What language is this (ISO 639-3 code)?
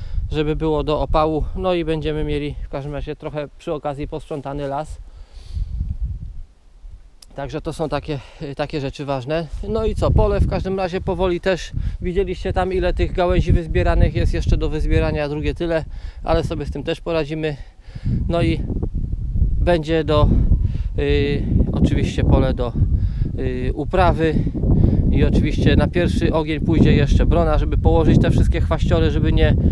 pol